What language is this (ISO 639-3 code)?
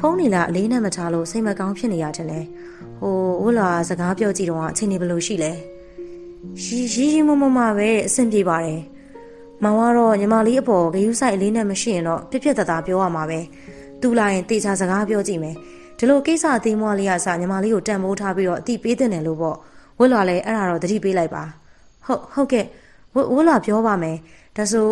mya